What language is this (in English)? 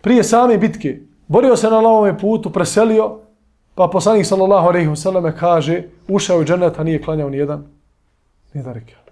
Bosnian